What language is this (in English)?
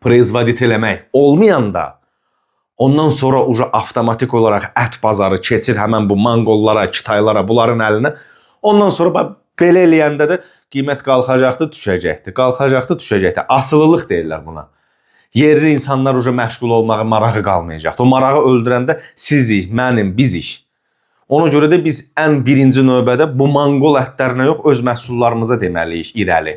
Azerbaijani